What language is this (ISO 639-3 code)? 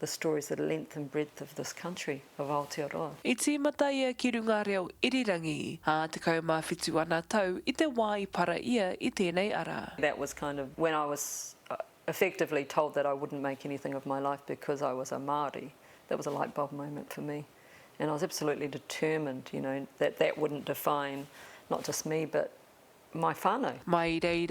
mri